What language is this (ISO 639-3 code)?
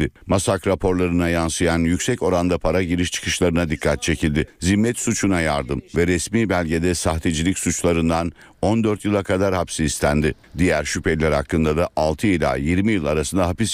tur